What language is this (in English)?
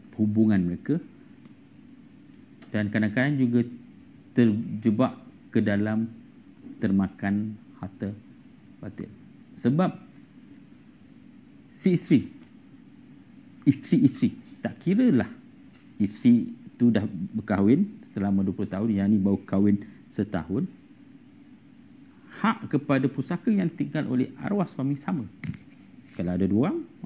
Malay